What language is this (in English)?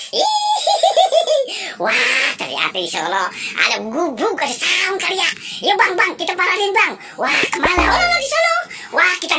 Betawi